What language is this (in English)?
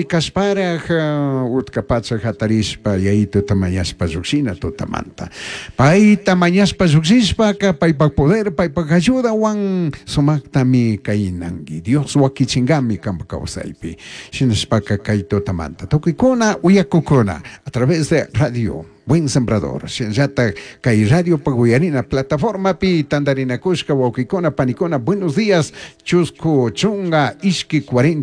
Chimborazo Highland Quichua